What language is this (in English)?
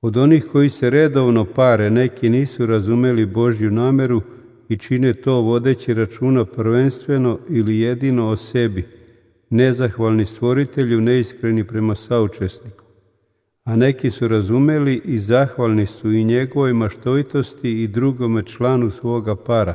Serbian